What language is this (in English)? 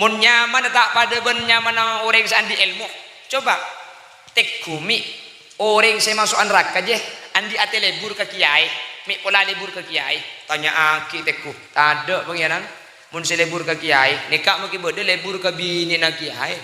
Madurese